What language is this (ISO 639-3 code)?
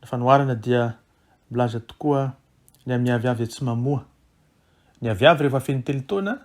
mlg